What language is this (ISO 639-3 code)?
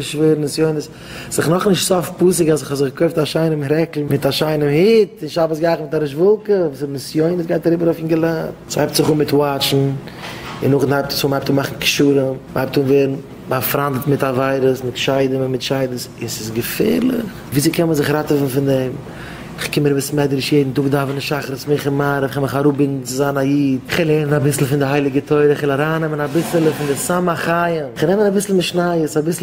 yid